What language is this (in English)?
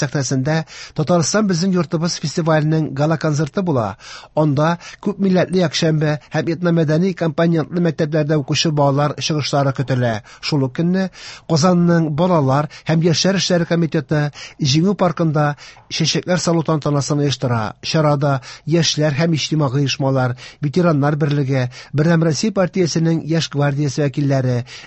Tatar